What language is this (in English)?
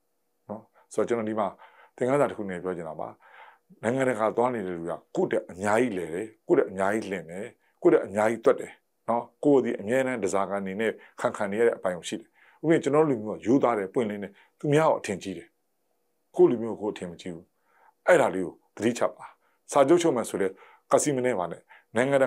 Burmese